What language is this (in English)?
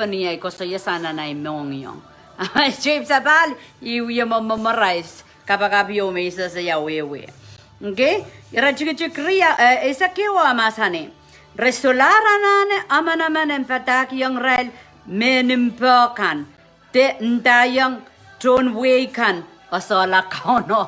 Pohnpeian